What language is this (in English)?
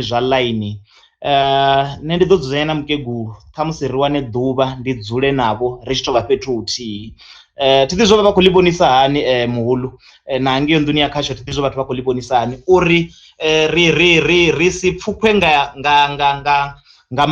Venda